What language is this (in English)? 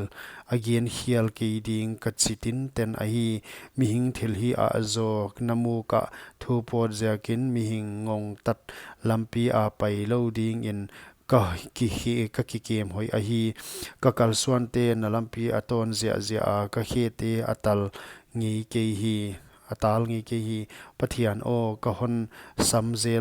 Paite Chin